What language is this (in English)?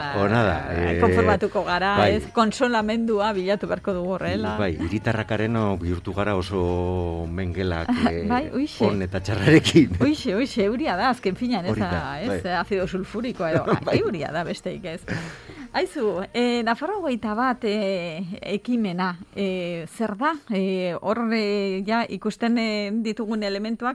Basque